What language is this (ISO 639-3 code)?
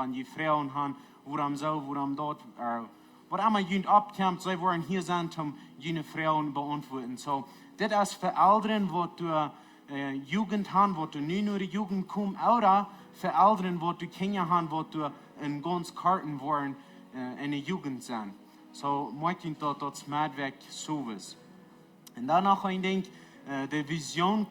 pdt